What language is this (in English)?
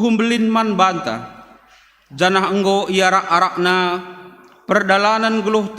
Batak Karo